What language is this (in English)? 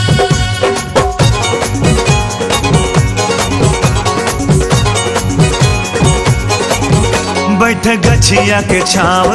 Bhojpuri